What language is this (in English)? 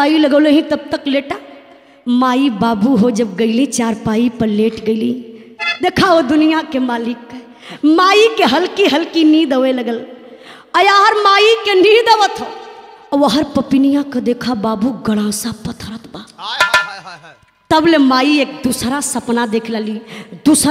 Bhojpuri